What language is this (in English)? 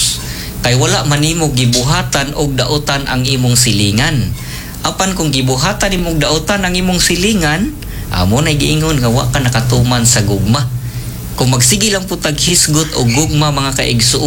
Cebuano